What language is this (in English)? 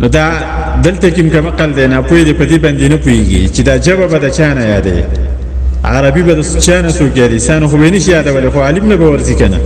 Pashto